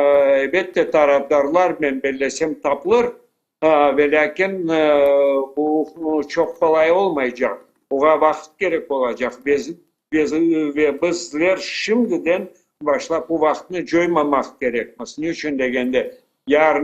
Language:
Crimean Tatar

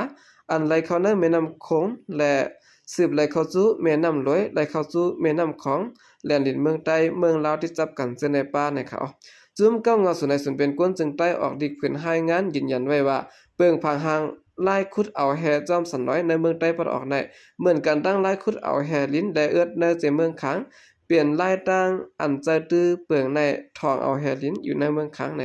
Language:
Shan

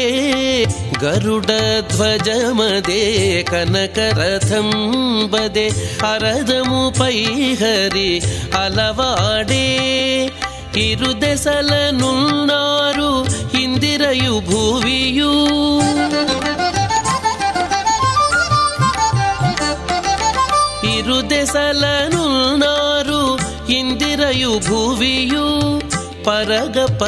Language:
Telugu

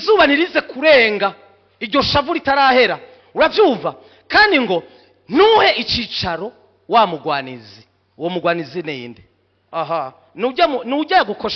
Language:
Rundi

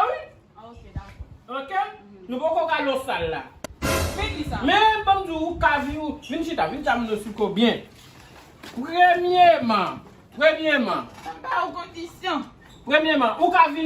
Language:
Haitian Creole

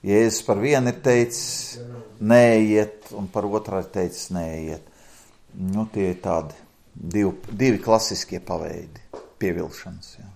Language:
Latvian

